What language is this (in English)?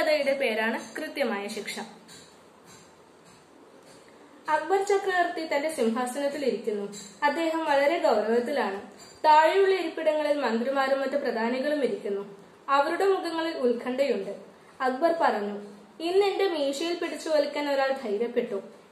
Malayalam